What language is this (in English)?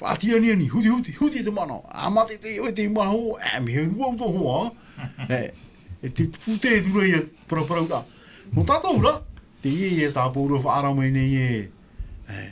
Tahitian